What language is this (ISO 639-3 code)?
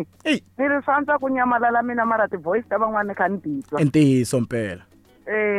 tso